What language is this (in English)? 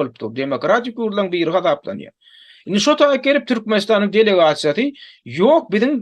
Turkmen